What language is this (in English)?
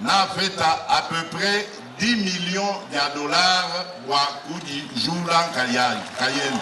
Luba-Lulua